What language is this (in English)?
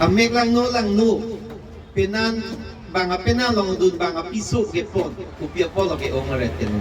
Karbi